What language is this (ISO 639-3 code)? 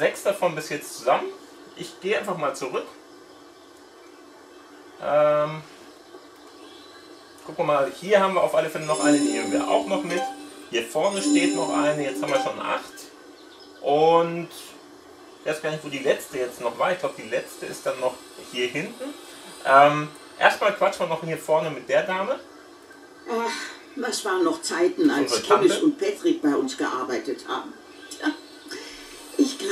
deu